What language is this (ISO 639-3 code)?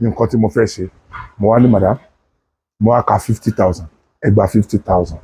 yor